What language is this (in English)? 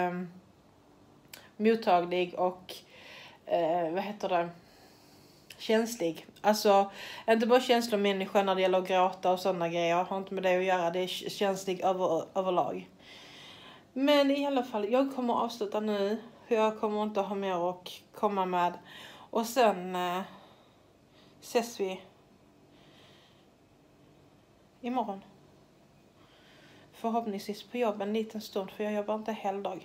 Swedish